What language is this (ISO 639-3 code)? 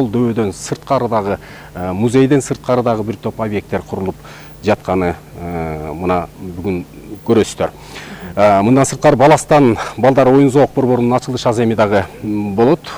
kir